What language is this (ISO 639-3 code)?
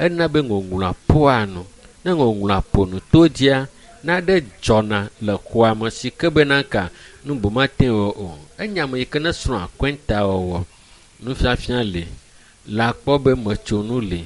ewe